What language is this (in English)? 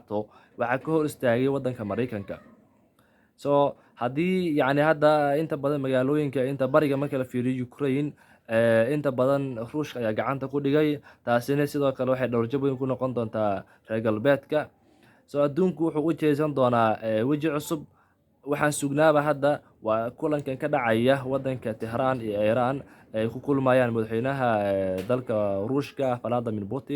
Somali